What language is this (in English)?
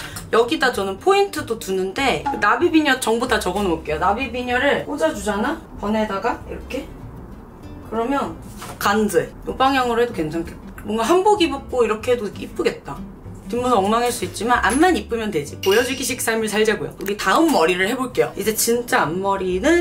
Korean